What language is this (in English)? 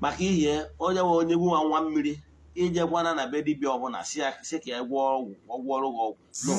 Igbo